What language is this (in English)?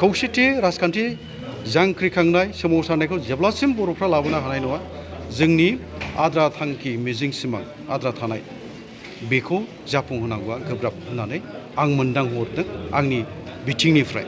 Bodo